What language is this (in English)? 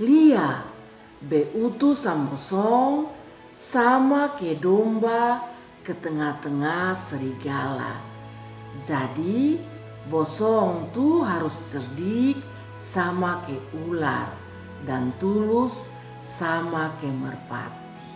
Kupang Malay